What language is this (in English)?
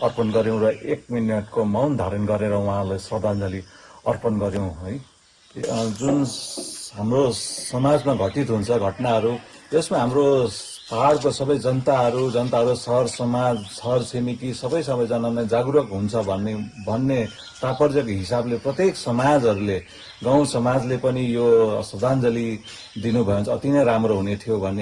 Nepali